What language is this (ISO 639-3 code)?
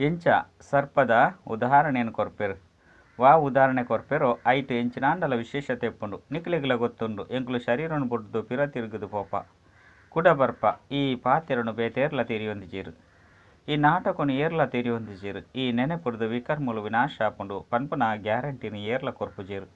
tcy